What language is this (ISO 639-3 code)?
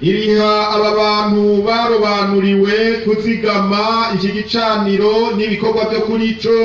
run